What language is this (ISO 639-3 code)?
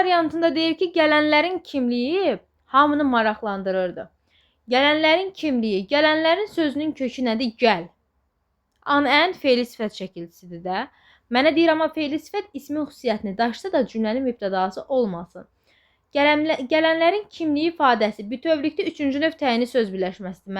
aze